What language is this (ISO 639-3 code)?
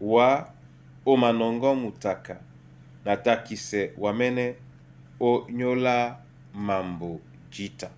dua